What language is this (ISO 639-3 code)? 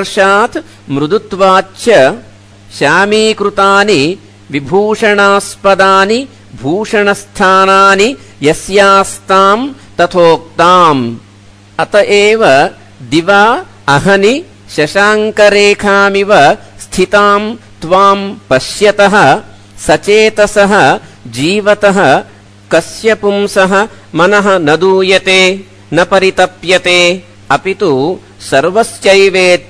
san